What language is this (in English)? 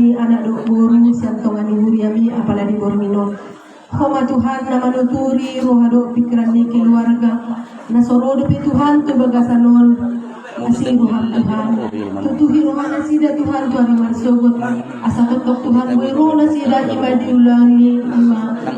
Batak Toba